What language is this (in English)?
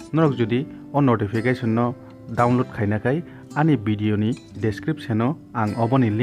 Kok Borok